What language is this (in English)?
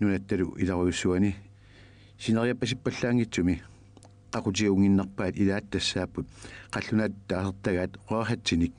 Kalaallisut